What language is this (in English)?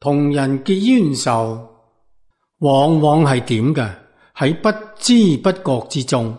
Cantonese